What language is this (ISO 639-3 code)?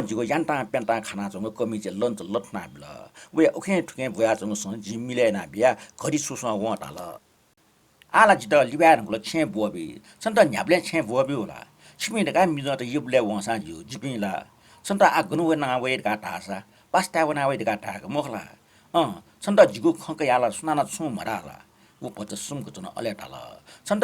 new